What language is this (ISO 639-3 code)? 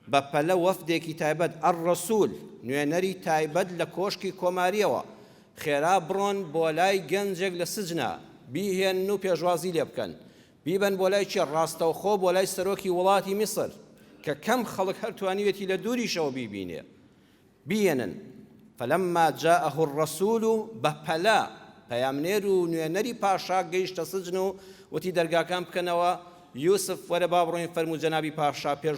ckb